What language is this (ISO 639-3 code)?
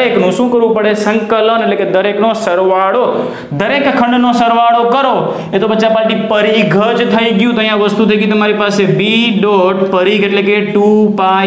guj